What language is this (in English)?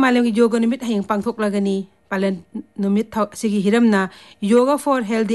Manipuri